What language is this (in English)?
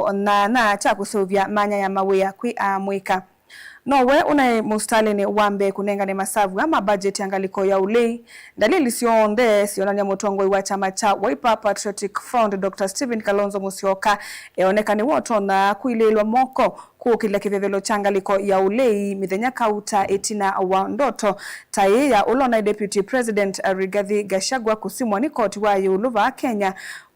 Kamba